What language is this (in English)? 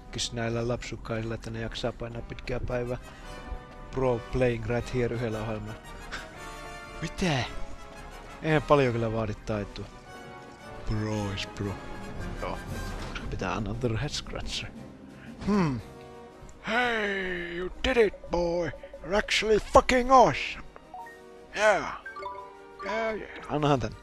Finnish